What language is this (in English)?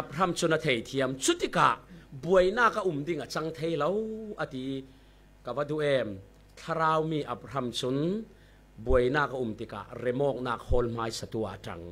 Falam Chin